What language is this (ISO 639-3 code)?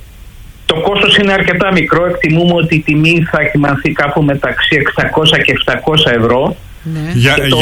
ell